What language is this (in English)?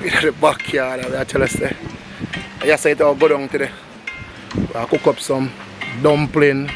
Jamaican Creole English